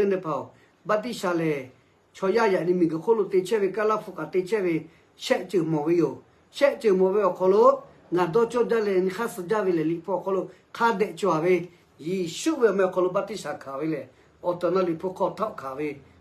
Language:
Lahu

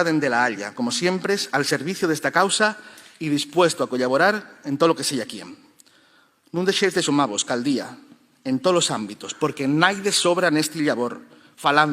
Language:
Asturian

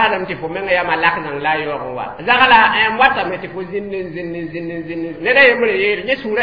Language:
Mossi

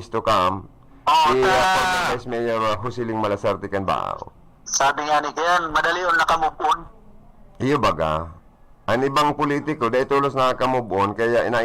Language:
Bikol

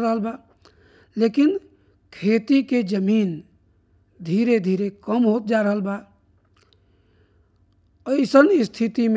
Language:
Bhojpuri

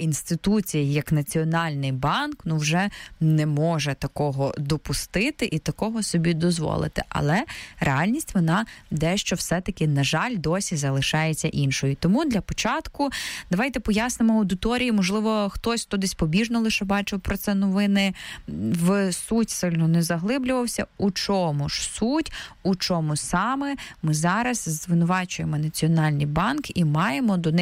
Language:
Ukrainian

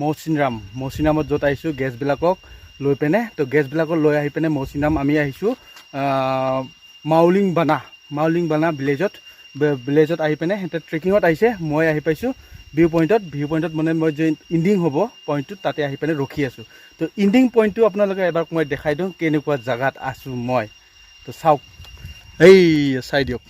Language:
Assamese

